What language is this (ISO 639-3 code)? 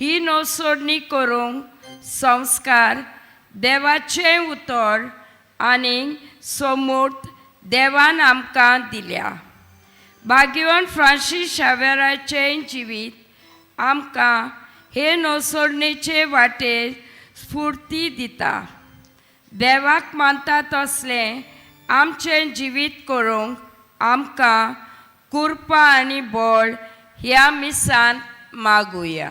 kok